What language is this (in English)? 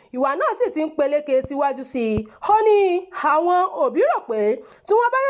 Yoruba